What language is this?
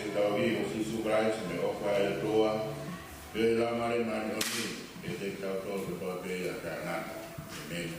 Tongan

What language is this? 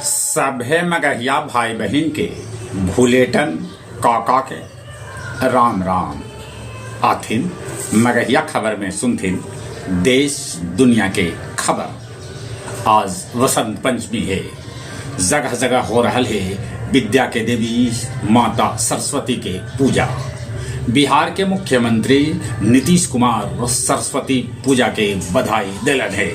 Magahi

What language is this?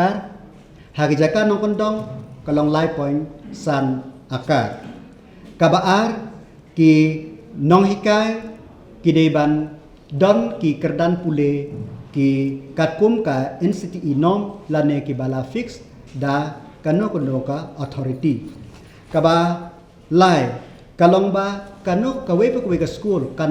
Khasi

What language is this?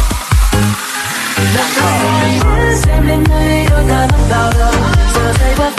Vietnamese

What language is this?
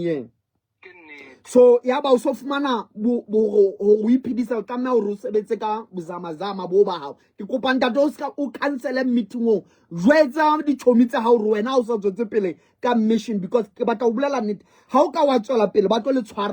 Southern Sotho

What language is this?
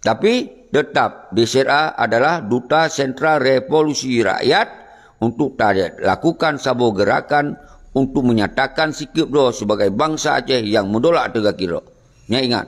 Achinese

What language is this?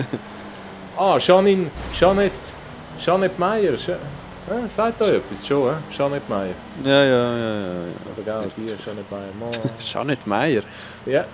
Swiss German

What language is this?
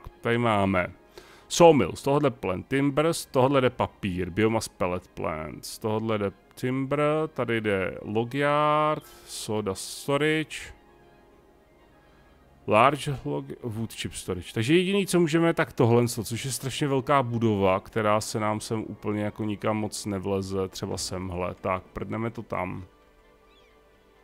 Czech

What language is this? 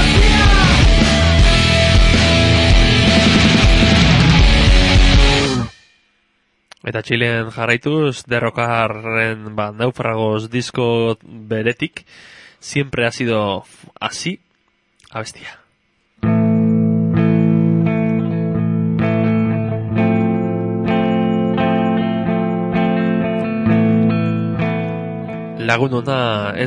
Basque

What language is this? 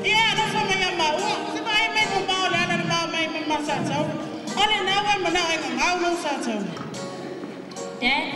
Samoan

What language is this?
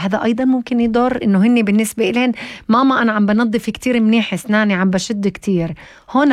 North Levantine Arabic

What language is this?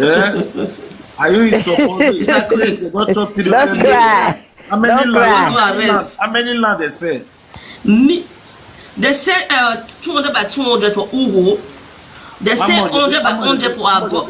Nigerian Pidgin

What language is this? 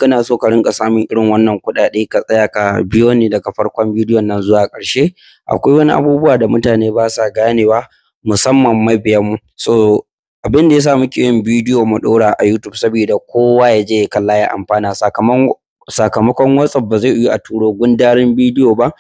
Hausa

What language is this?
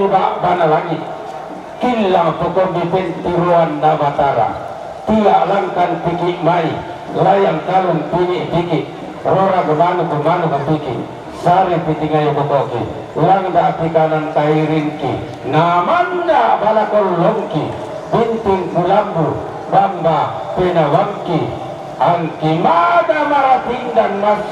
Toraja-Sa'dan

